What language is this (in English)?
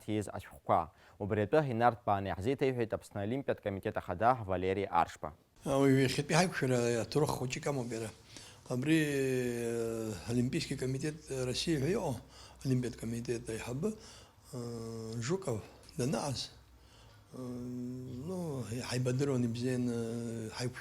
Abkhazian